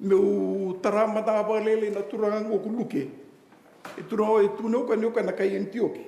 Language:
Fijian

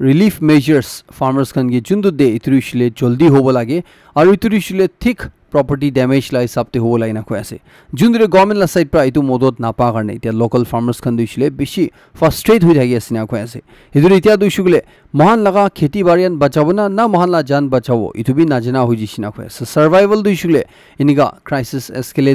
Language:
Naga Pidgin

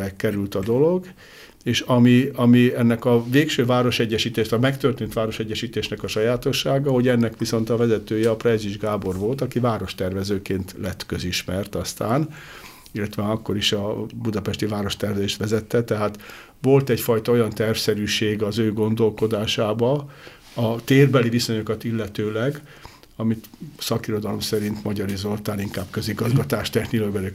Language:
Hungarian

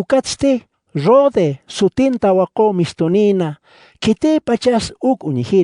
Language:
Aymara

